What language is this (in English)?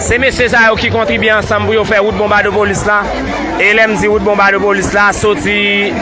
Haitian Creole